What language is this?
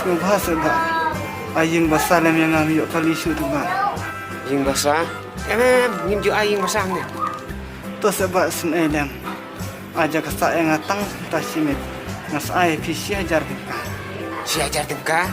Khasi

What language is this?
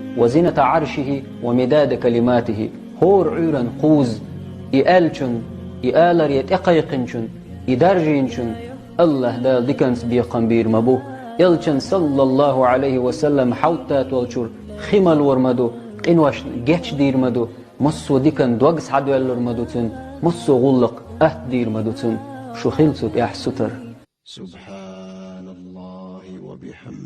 Chechen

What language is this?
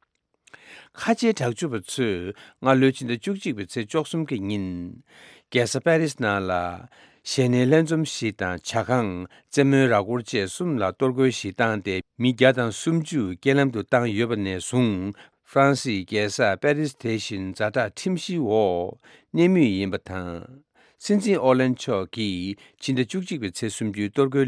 Tibetan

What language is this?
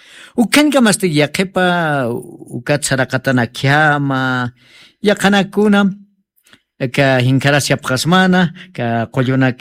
Aymara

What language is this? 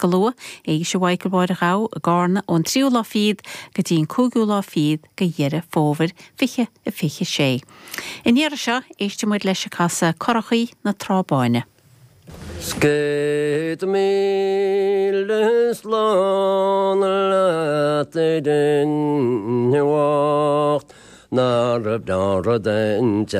Irish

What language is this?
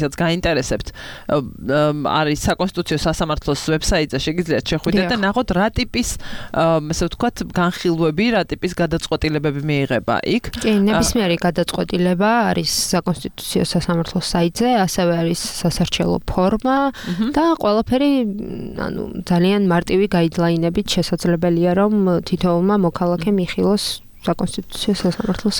Georgian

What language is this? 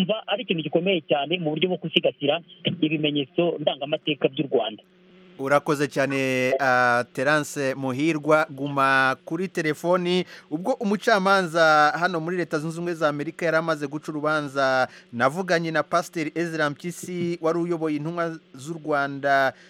Kinyarwanda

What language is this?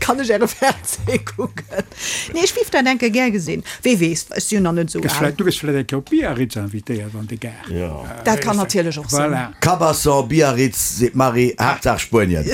Luxembourgish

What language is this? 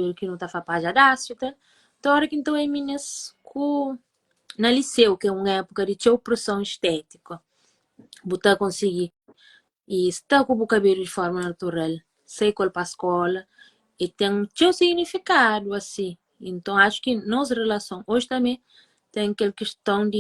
Kabuverdianu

